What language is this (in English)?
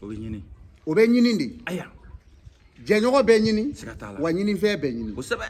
Bambara